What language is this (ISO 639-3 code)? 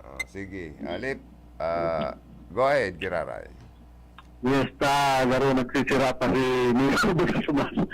bik